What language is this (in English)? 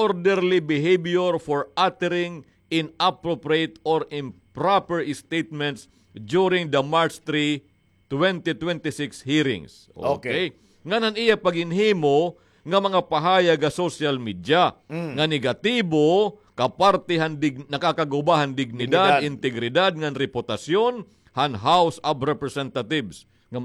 Waray